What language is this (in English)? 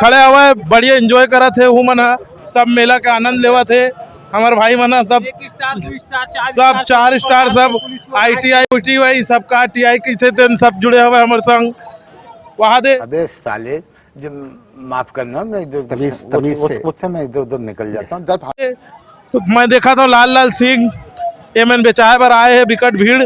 Chhattisgarhi